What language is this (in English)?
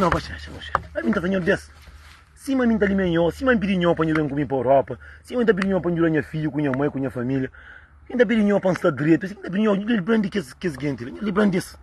Kabuverdianu